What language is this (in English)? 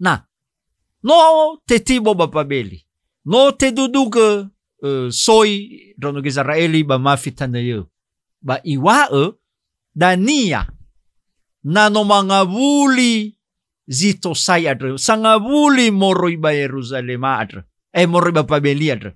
Nias